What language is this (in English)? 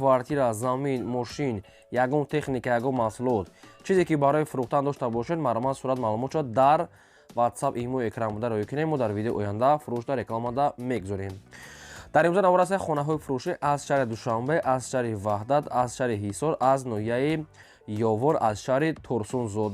Tajik